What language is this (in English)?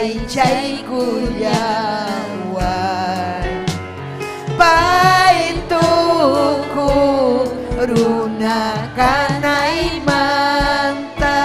Ayacucho Quechua